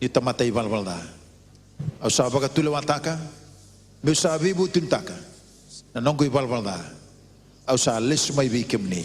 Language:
Fijian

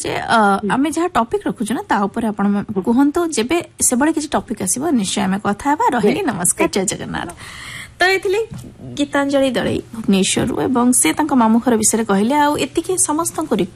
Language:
Odia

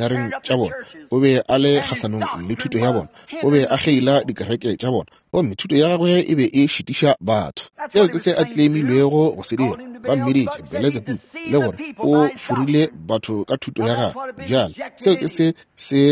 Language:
Northern Sotho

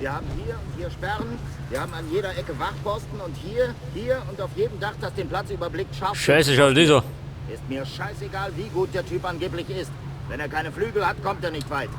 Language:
Bavarian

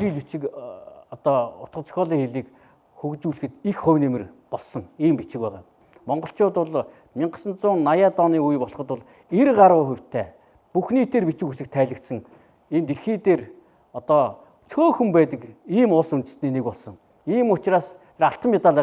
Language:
Mongolian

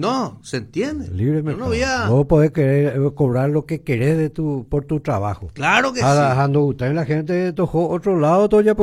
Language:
Guarani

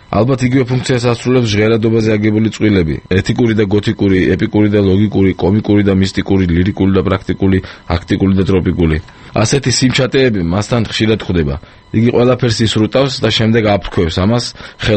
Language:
Georgian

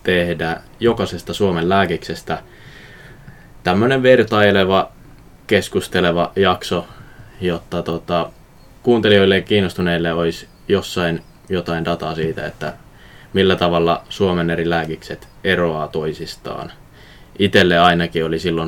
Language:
Finnish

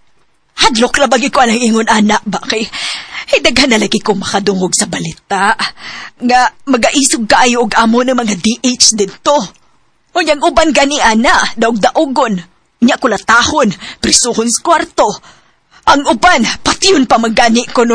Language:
Cebuano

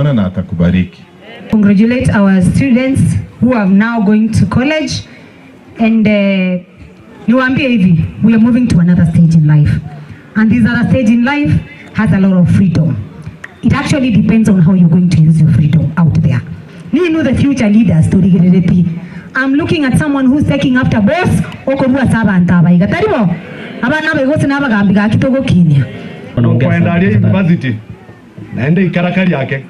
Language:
Gusii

